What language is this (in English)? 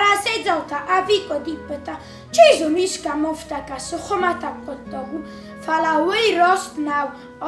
Ossetic